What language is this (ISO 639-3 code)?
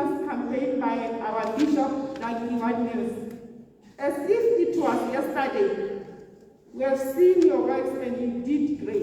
tsn